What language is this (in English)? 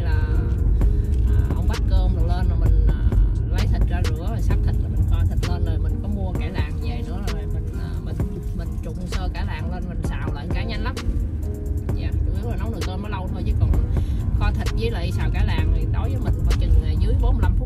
Vietnamese